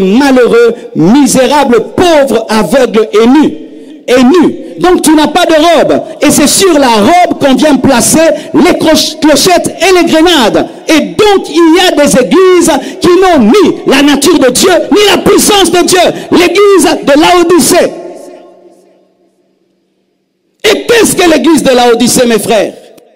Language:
French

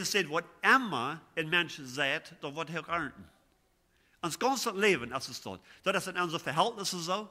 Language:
Plautdietsch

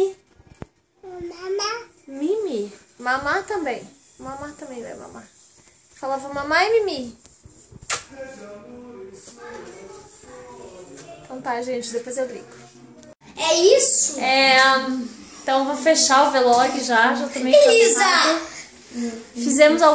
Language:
Portuguese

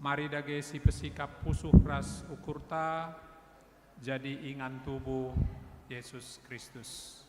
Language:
Batak Karo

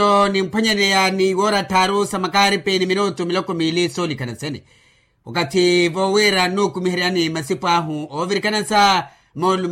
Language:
Makhuwa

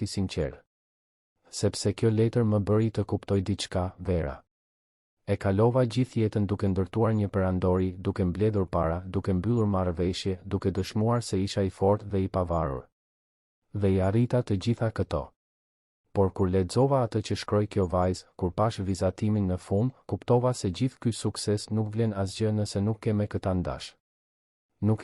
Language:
Albanian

